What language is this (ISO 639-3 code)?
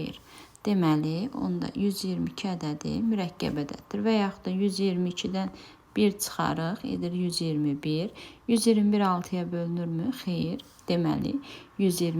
aze